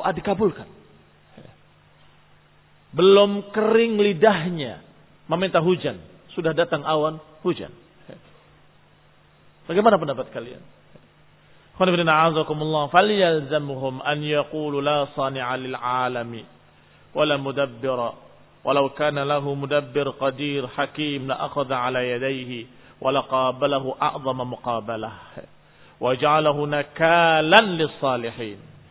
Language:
Indonesian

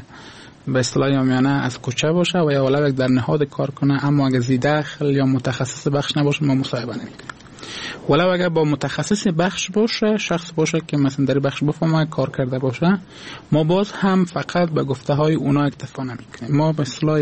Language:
Persian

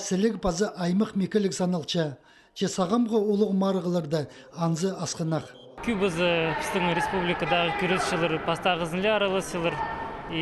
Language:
Khakas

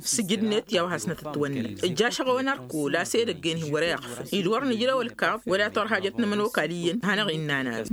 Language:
Tamasheq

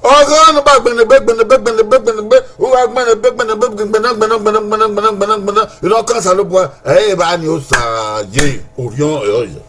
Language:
Bini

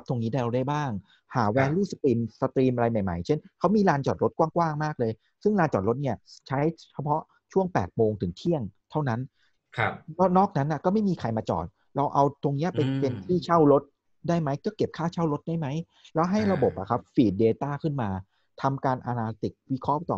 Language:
Thai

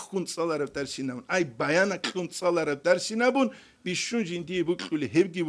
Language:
Avaric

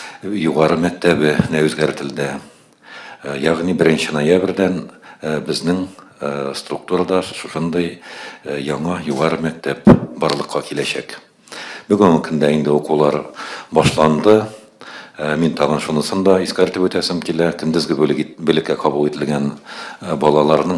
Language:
Tatar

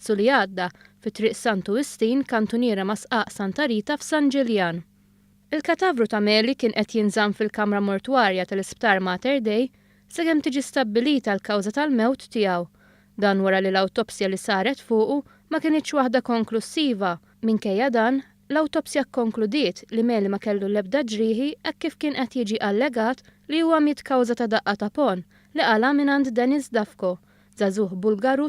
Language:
Maltese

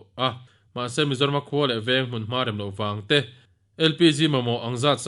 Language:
Mizo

